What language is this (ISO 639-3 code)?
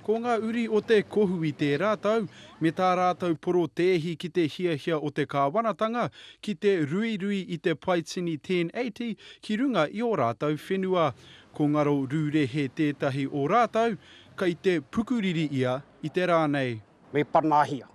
mri